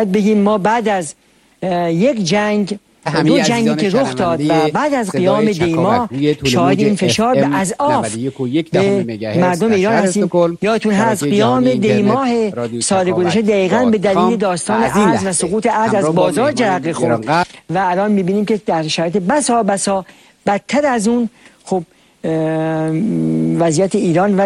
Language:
Persian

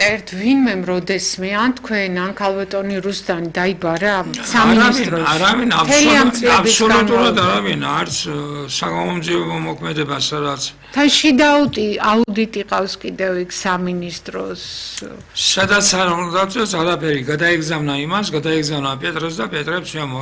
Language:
Georgian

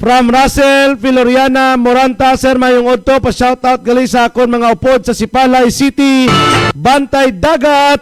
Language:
Hiligaynon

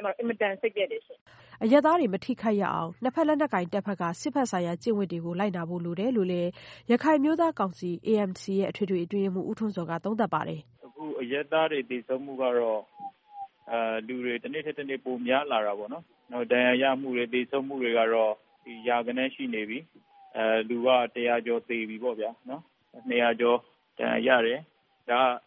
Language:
Burmese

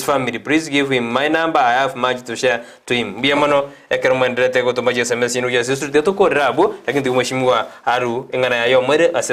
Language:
Gusii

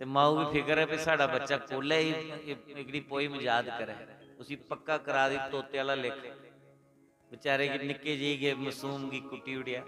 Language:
Dogri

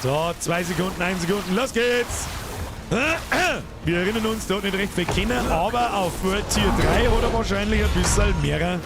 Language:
Bavarian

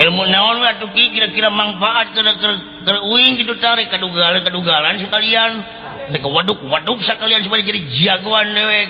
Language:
Sundanese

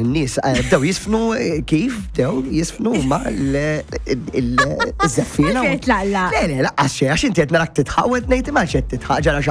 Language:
Maltese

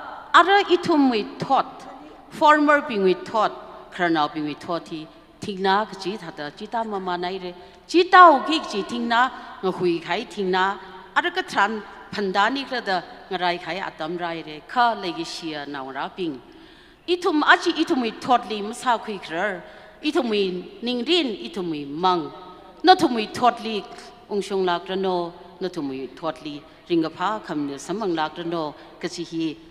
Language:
Tangkhul Naga (India)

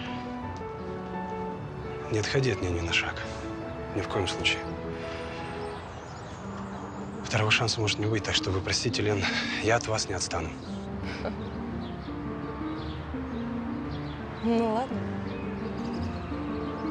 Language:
Russian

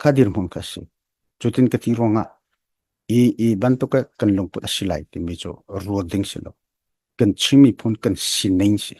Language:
Hakha Chin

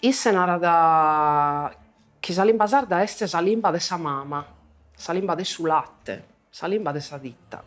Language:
Sardinian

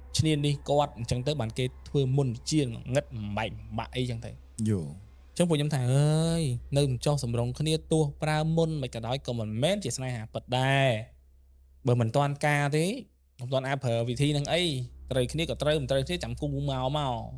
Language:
Khmer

